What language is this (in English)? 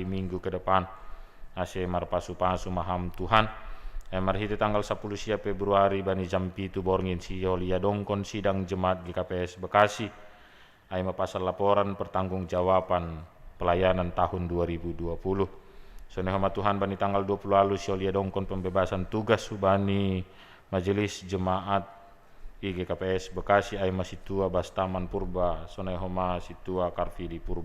Batak Simalungun